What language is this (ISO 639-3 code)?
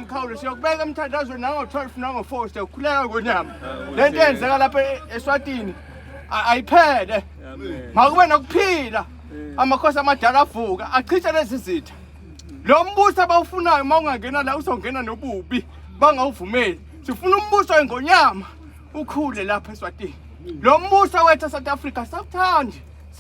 zul